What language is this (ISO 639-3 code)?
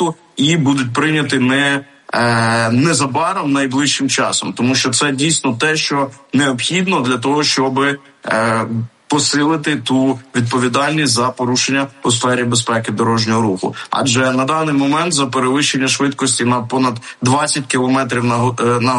ukr